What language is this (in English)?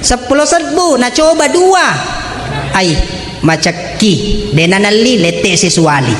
Buginese